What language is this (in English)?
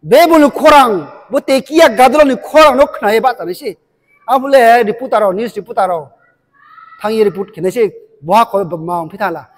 Riang (India)